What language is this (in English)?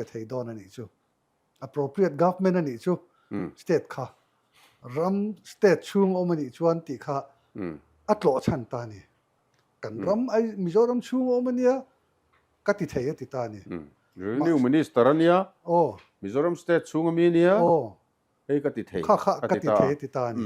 Mizo